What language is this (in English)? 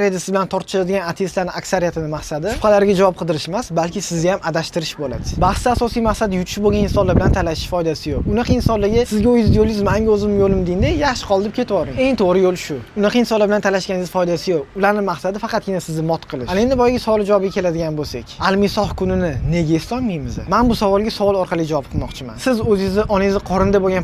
Uzbek